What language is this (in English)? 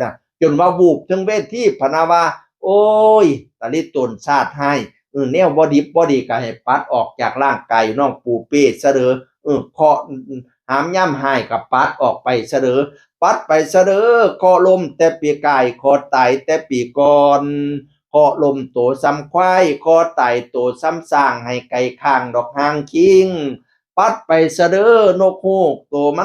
Northeastern Thai